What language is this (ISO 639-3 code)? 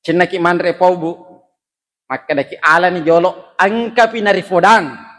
bug